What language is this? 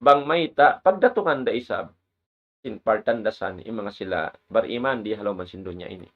Tausug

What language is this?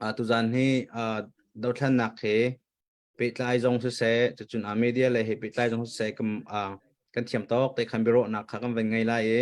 Hakha Chin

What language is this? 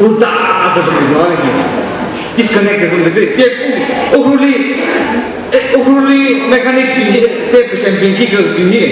Tangkhul Naga (India)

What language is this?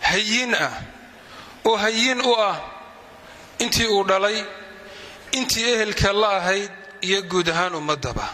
Somali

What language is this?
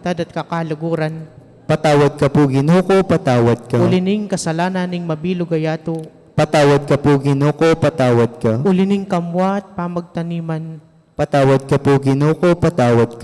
Pampanga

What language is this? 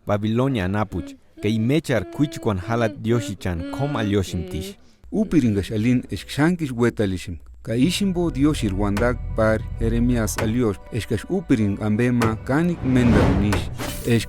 Purepecha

